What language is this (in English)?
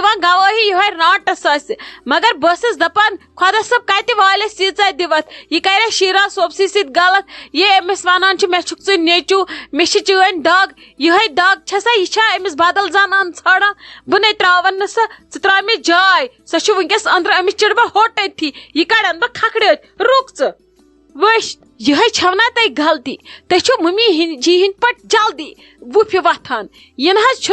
Kashmiri